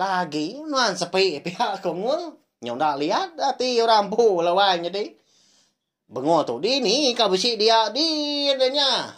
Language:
Iban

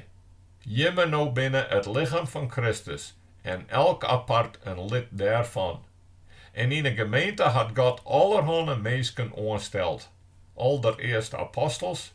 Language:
Western Frisian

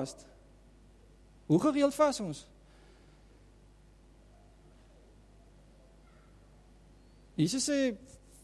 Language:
Afrikaans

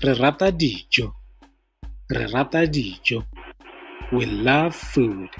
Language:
Tswana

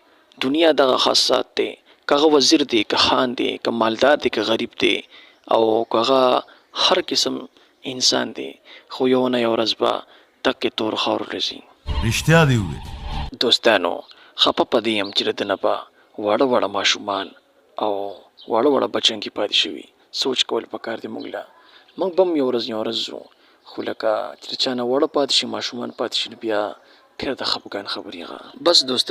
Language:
Pashto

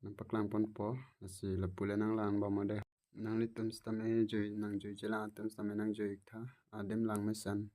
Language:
Karbi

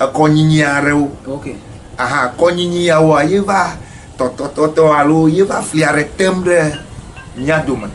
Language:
Ewe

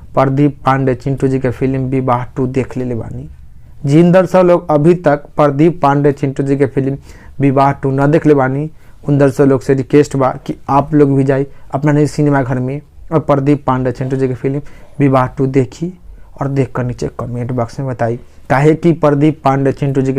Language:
Bhojpuri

